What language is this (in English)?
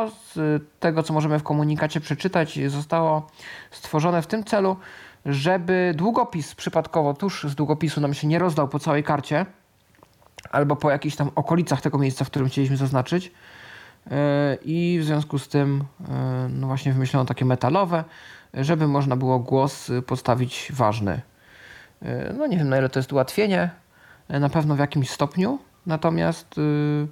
Polish